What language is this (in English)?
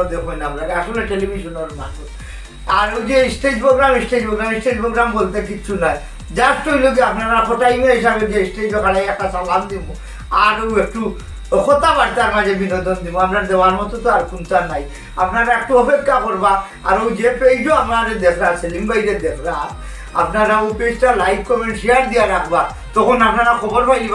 Sylheti